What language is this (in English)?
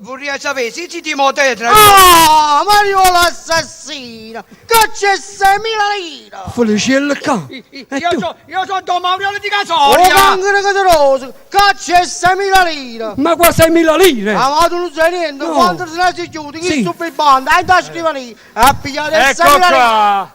Neapolitan